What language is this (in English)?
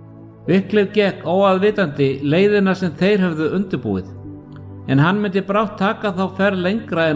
Icelandic